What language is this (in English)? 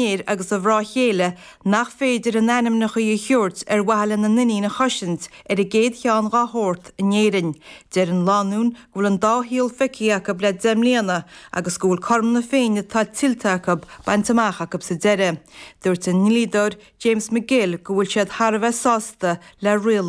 Irish